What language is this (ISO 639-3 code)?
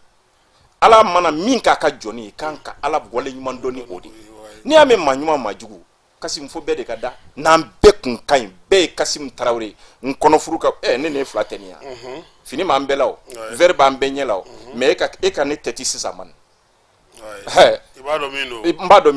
bam